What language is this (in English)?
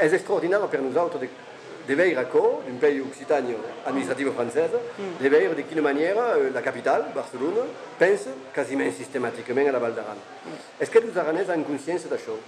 Occitan